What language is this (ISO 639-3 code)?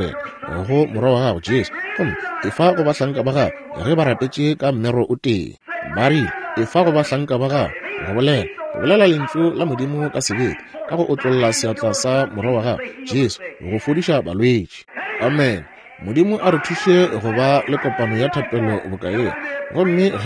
nso